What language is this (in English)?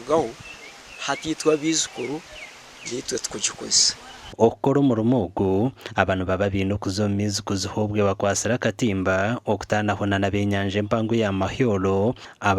Nyankole